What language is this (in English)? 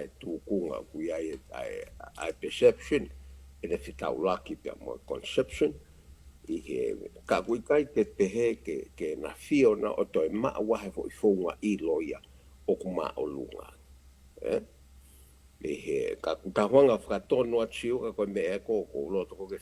Tongan